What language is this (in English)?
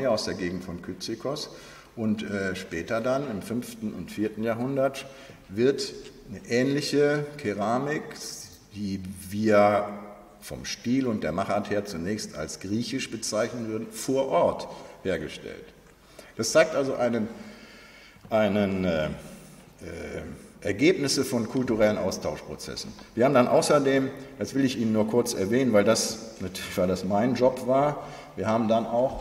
German